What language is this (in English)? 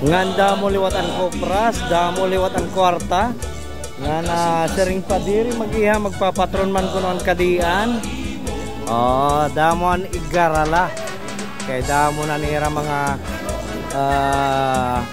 Waray